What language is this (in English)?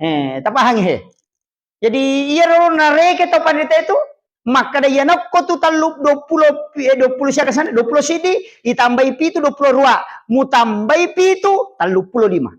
Buginese